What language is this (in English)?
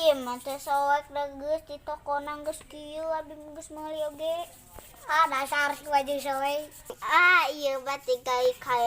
Sundanese